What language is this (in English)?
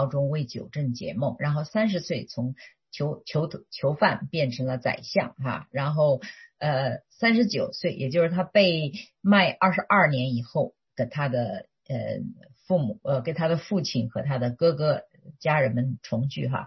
Chinese